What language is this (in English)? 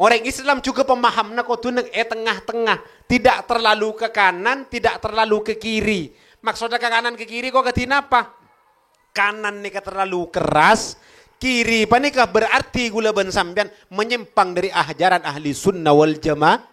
Madurese